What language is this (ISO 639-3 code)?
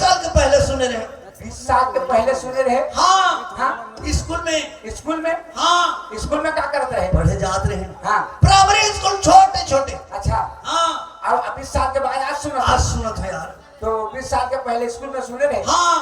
hne